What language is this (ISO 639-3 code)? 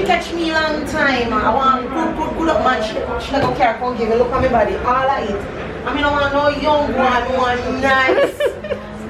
jam